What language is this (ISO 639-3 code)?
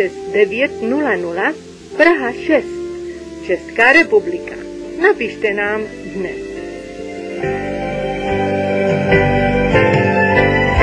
ces